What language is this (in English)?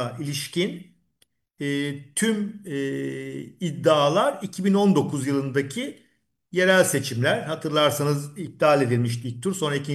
Turkish